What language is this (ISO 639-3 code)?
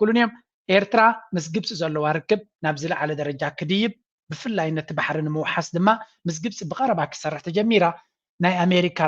tir